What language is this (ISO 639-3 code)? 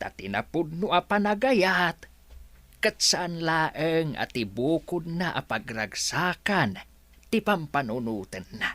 ilo